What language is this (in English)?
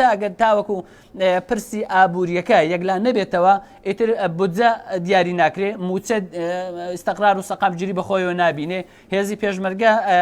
Central Kurdish